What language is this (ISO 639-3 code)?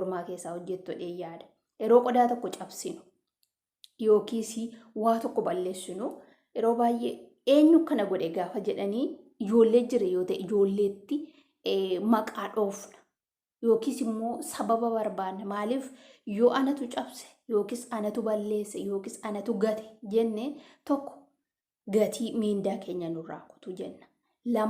orm